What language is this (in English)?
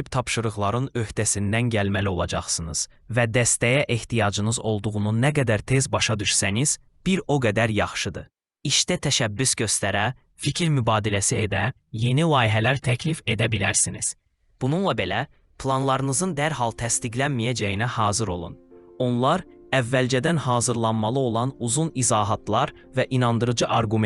Azerbaijani